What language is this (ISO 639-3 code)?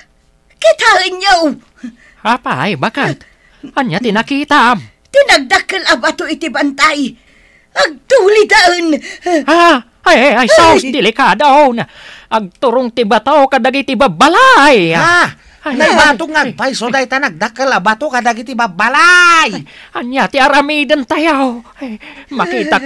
ilo